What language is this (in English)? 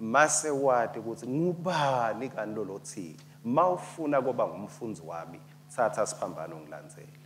Swati